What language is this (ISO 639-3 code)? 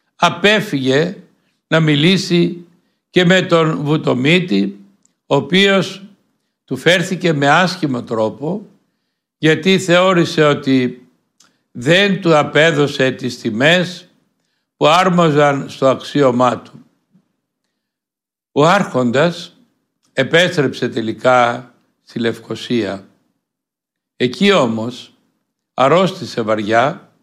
ell